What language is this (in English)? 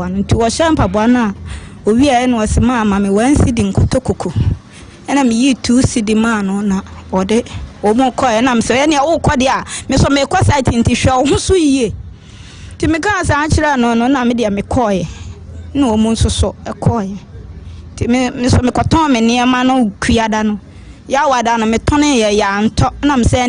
Akan